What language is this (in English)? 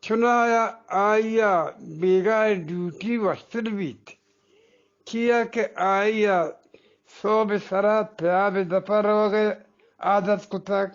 Eastern Balochi